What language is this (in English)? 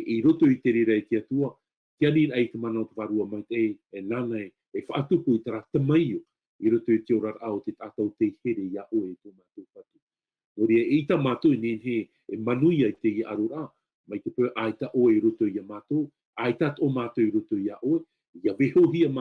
Tahitian